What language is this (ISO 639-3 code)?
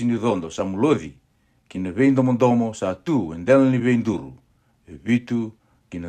fij